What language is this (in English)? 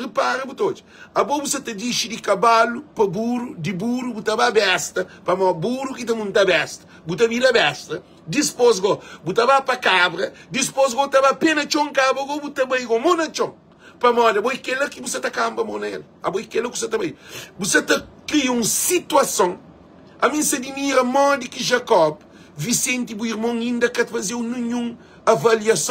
Kabuverdianu